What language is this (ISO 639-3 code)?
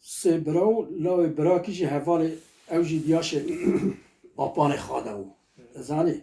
kur